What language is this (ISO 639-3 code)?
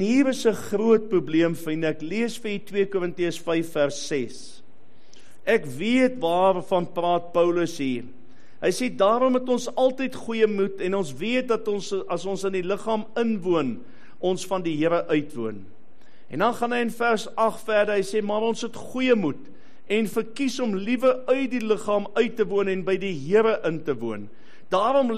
afr